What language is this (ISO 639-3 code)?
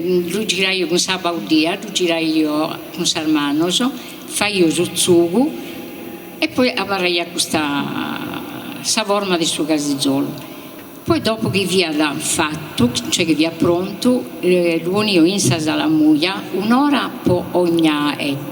srd